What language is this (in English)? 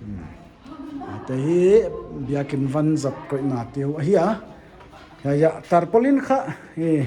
Paite Chin